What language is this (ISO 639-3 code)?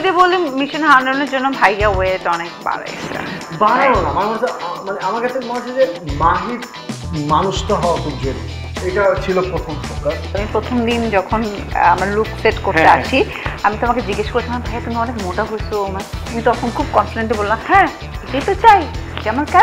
ben